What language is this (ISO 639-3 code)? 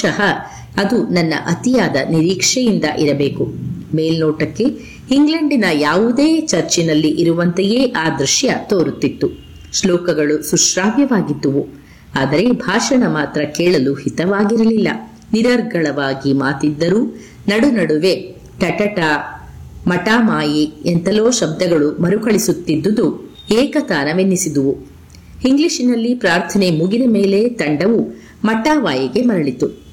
kan